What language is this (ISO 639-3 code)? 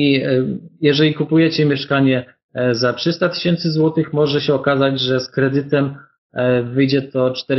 pol